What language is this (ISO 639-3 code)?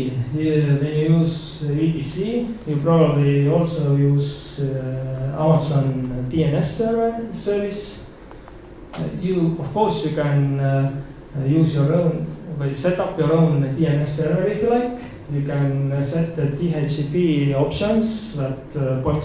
eng